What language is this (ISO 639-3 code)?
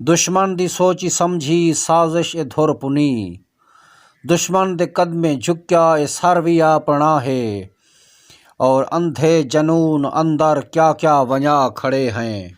skr